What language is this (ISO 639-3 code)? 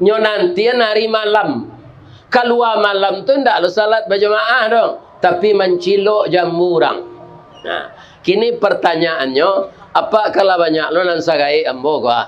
min